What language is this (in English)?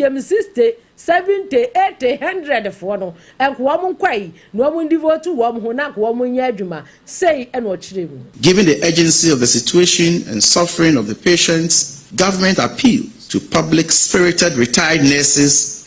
Akan